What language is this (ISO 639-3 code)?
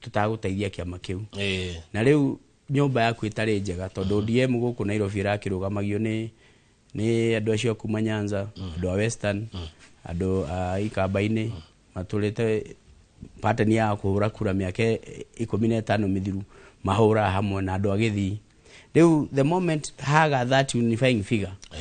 kik